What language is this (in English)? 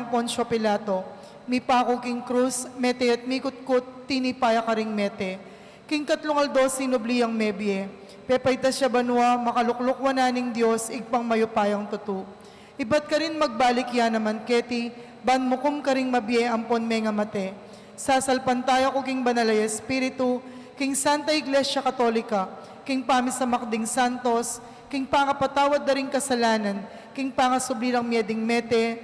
Pampanga